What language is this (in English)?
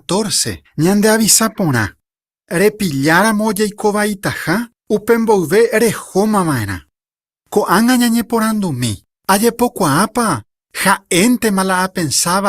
Guarani